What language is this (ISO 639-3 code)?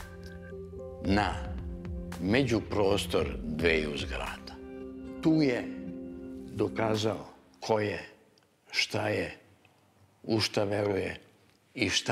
srp